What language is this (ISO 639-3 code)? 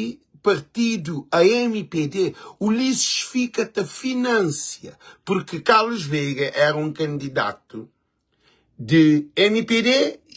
kea